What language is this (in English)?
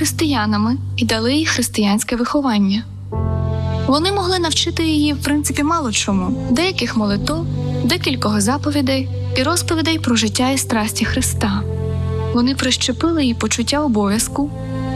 Ukrainian